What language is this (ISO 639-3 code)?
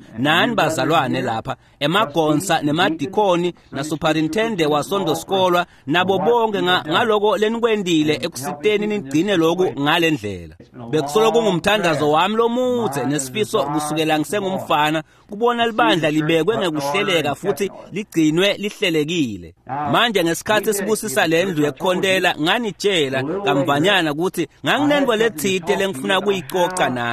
ssw